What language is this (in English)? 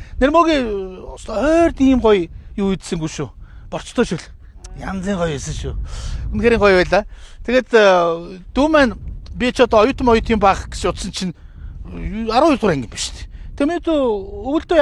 Mongolian